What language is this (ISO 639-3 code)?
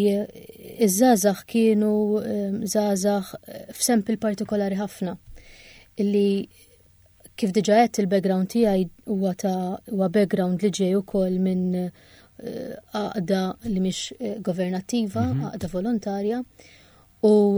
mlt